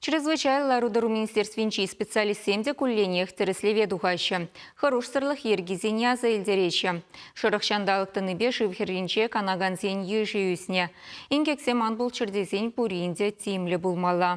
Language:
Chuvash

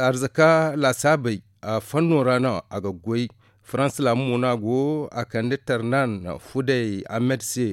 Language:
Zarma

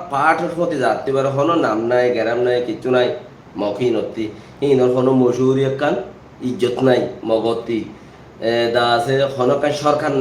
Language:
Rohingya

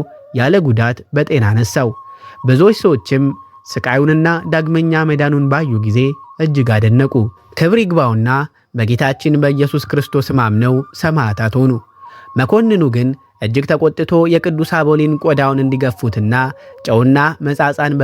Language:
Amharic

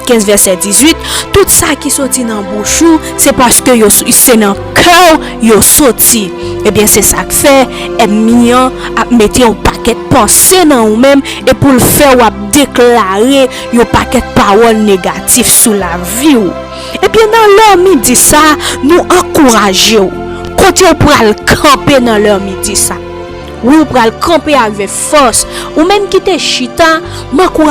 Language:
Haitian Creole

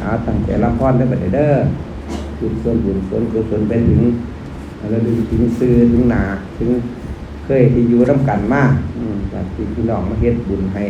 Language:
Northeastern Thai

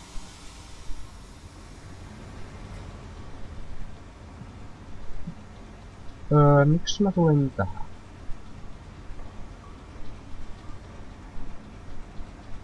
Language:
Finnish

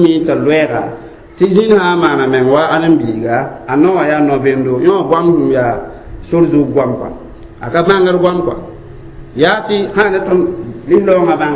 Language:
Mossi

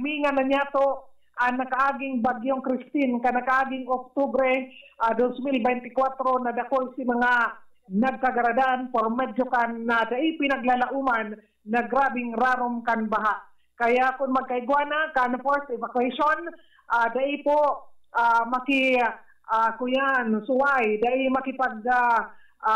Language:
Bikol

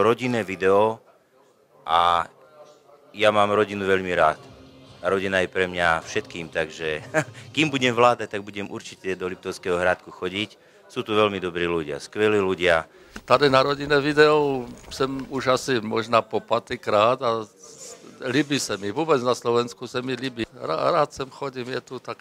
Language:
Slovak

